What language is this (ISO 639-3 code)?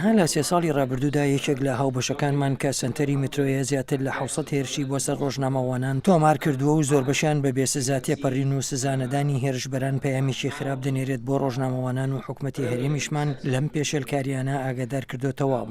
ckb